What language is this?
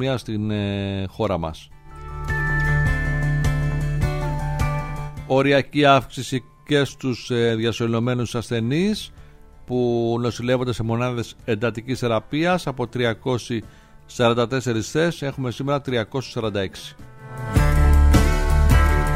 Greek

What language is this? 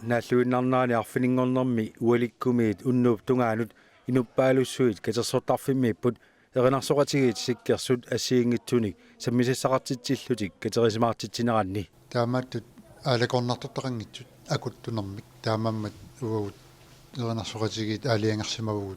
Kalaallisut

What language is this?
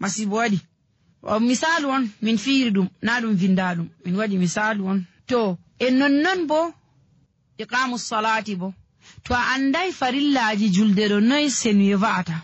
Nigerian Fulfulde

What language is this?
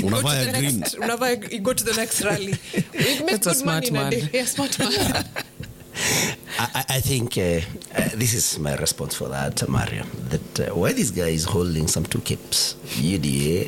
Swahili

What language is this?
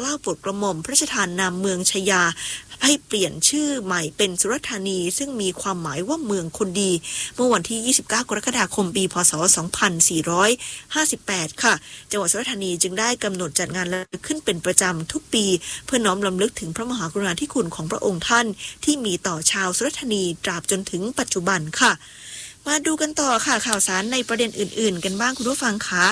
Thai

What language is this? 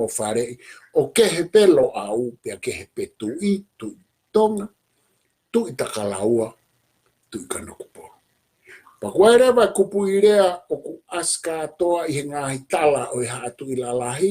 Tongan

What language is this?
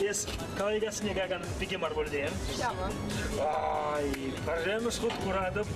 Chuvash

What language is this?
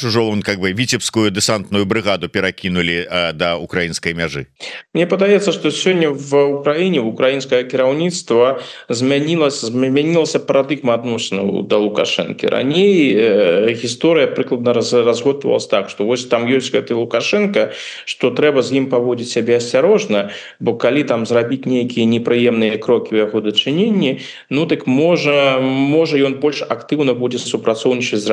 Belarusian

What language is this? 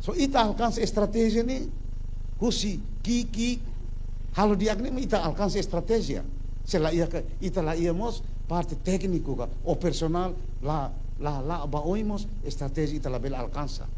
Tetum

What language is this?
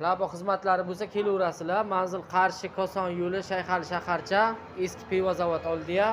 Uzbek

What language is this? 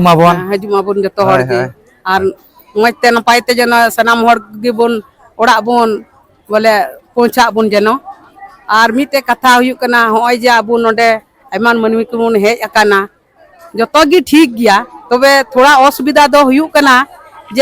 Santali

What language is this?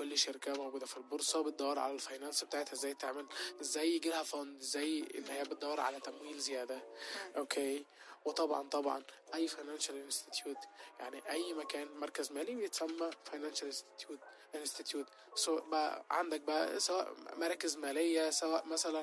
Egyptian Arabic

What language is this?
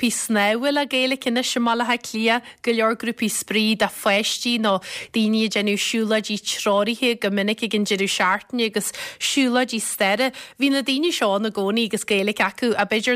Irish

